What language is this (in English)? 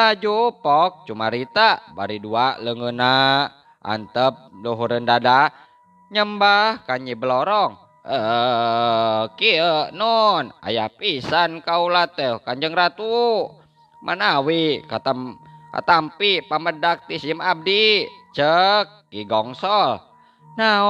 Sundanese